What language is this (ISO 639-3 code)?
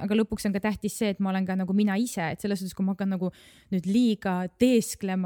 est